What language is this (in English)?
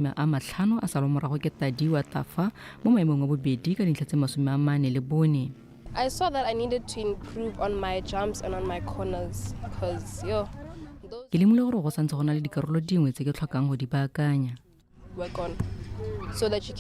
Tswana